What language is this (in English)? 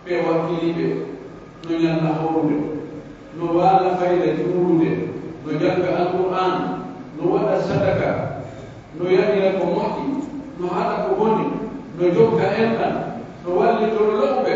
Pular